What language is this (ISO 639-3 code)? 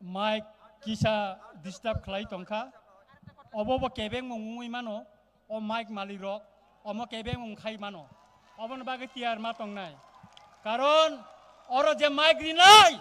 trp